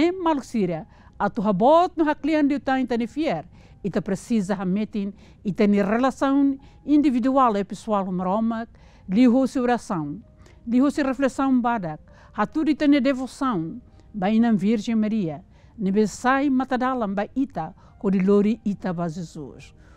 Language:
Tetum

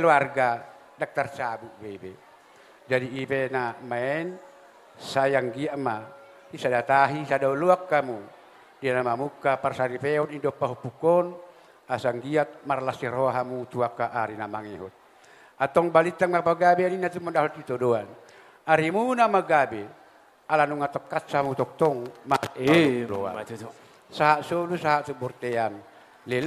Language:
Batak Toba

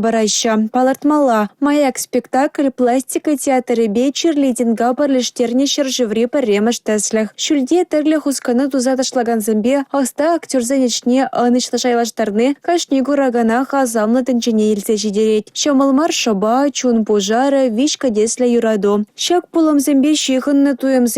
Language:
Chuvash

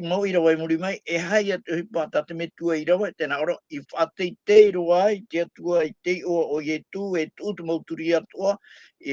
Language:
Tahitian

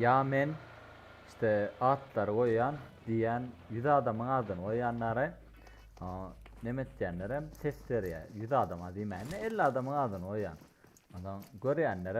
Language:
Turkmen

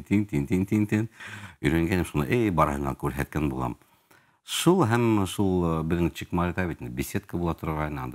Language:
Bashkir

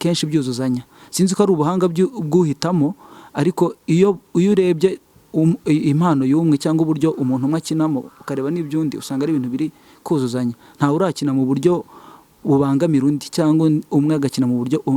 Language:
Kinyarwanda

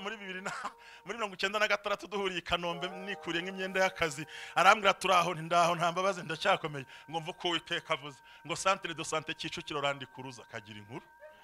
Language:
Kinyarwanda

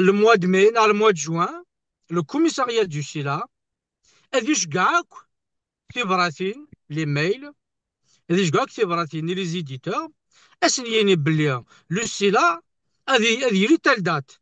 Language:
Kabyle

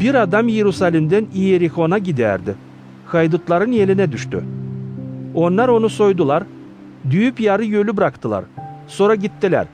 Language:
Gagauz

